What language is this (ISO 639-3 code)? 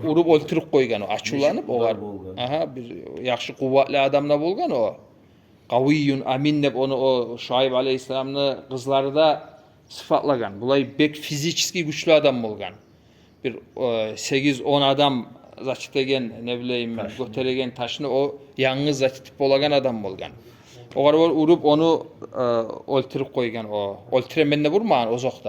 kum